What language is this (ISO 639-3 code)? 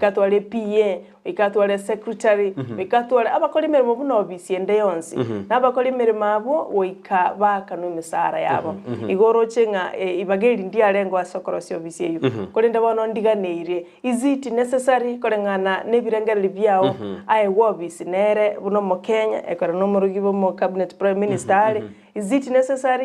guz